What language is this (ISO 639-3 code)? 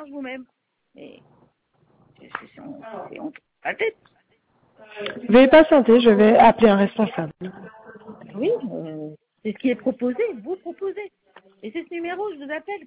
fra